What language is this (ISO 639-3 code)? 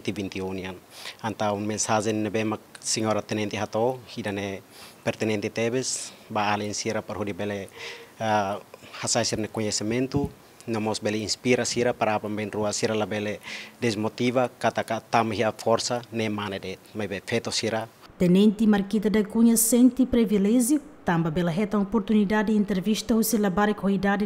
tet